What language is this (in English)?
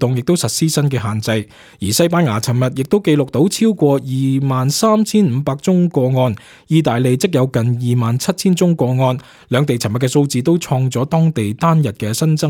Cantonese